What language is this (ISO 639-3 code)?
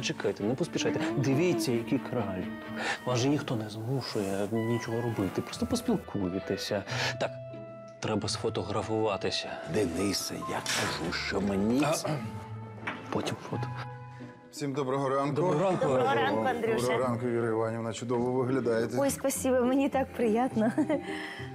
ukr